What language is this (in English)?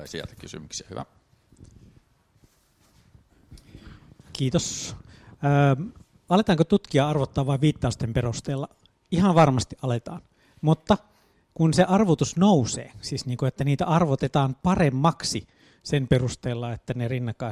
Finnish